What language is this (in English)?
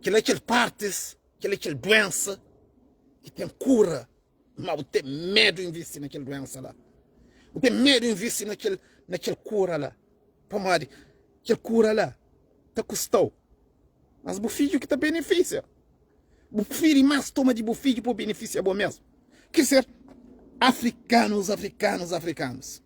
Kabuverdianu